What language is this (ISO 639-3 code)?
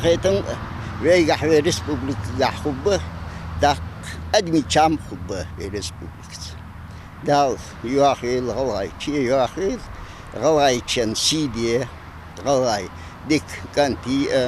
inh